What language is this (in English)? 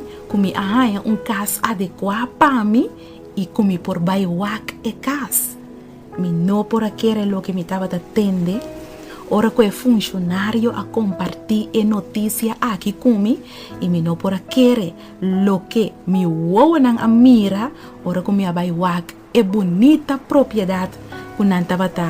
Papiamento